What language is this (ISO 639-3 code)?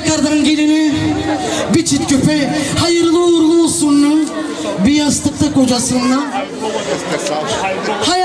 tur